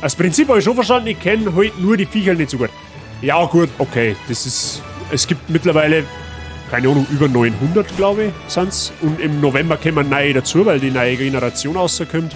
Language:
Bavarian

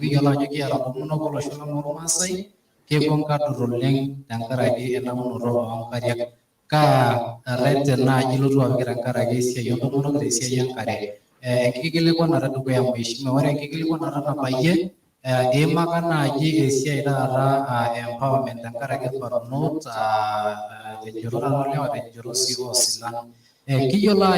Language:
Masai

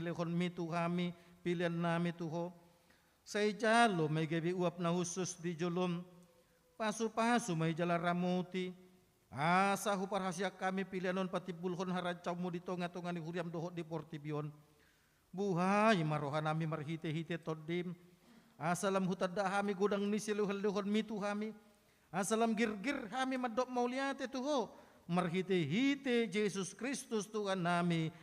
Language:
Batak Toba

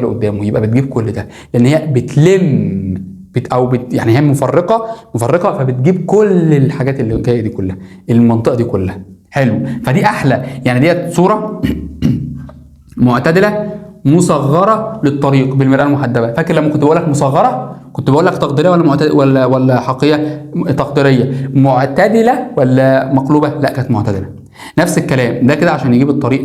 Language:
Egyptian Arabic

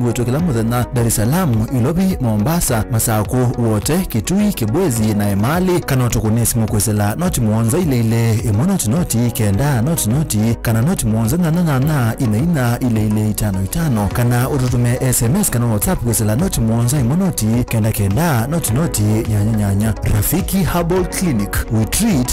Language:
Kamba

